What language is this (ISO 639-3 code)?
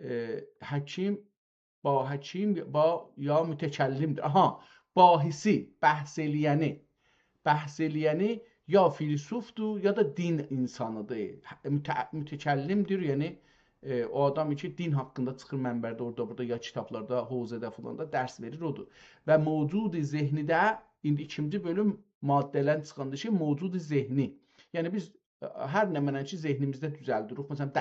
azb